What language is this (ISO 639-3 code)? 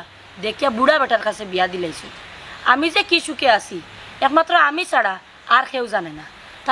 syl